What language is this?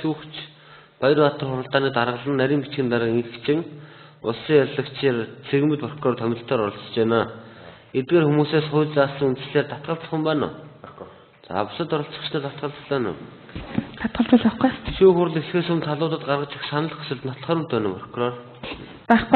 Mongolian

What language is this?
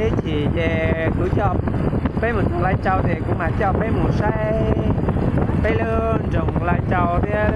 Hmong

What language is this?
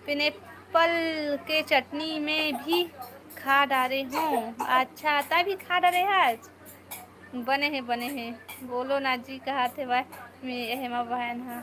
Chhattisgarhi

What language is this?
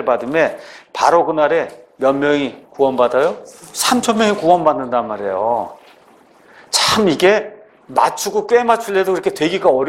Korean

